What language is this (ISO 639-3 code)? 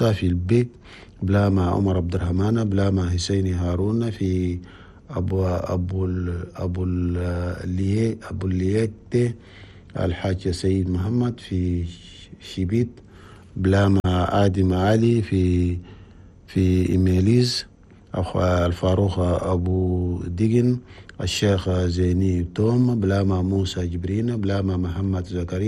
shu